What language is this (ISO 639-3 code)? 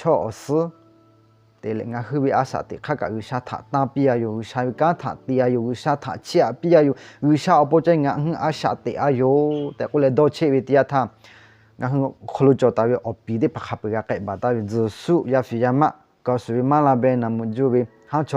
lhu